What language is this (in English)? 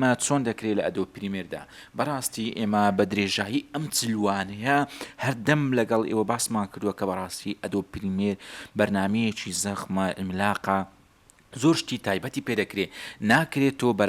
Central Kurdish